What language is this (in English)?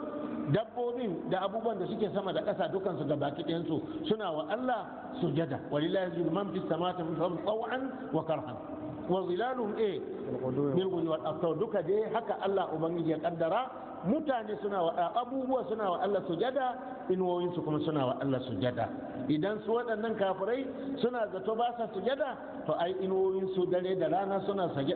Hausa